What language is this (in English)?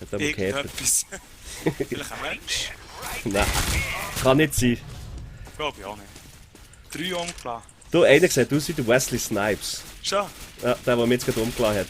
Swiss German